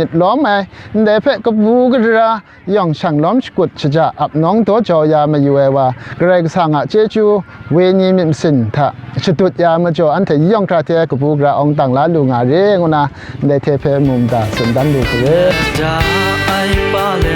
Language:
Kachin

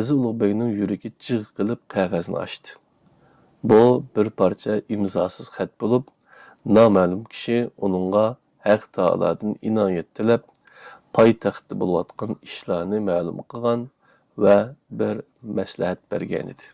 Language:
Uyghur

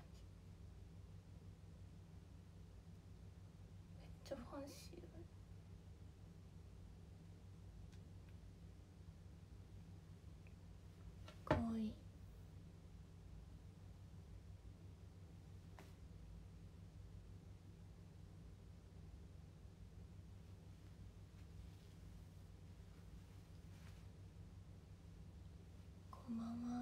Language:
Japanese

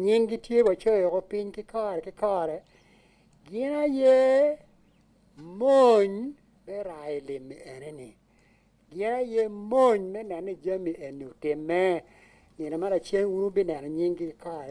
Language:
Acoli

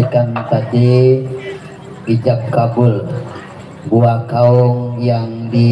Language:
Betawi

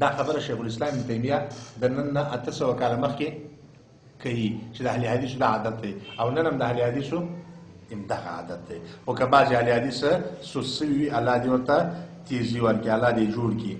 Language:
Pashto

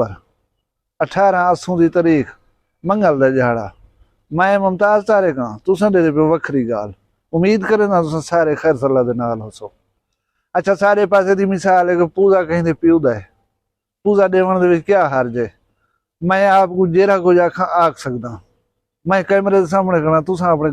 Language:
Saraiki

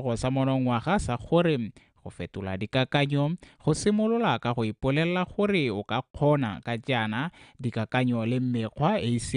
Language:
Tswana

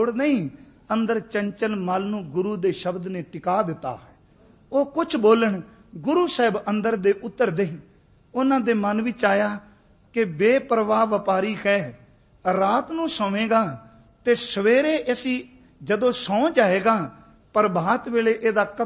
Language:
Punjabi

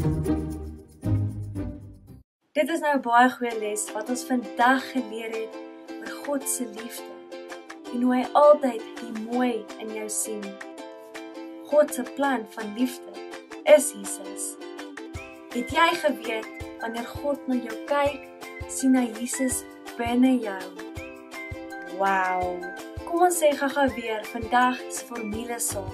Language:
Afrikaans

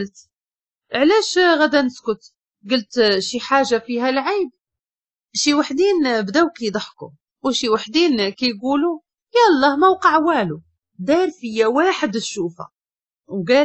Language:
Moroccan Arabic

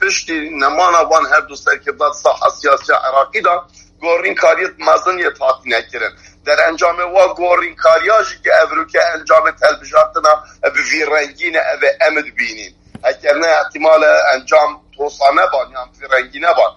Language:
Kurdish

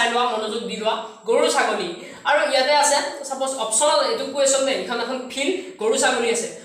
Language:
Assamese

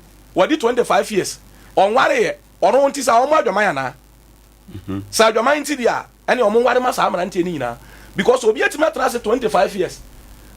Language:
Akan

